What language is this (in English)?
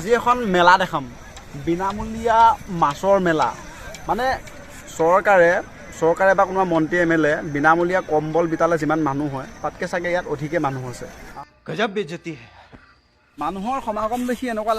Assamese